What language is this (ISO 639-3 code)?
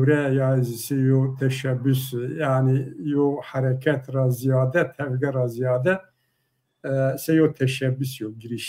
zza